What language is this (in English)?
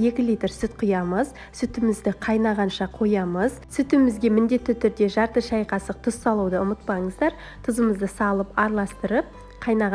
Kazakh